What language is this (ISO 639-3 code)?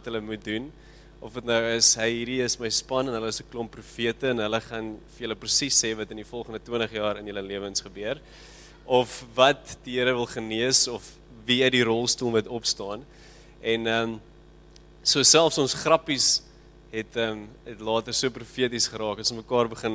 afr